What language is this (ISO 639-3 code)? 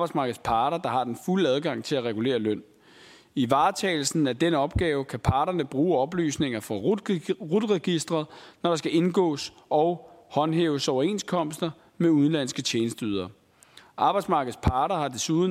dan